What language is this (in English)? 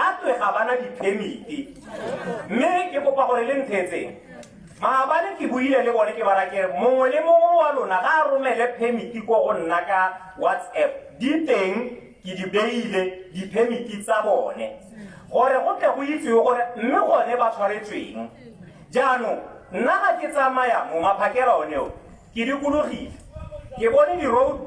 Tswana